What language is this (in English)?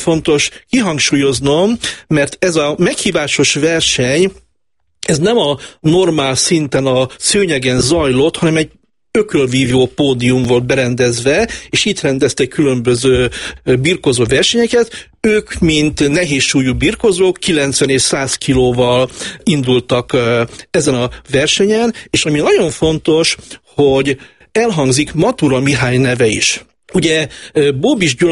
Hungarian